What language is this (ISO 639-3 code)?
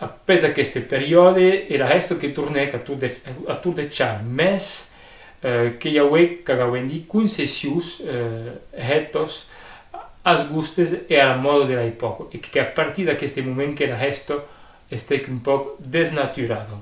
oci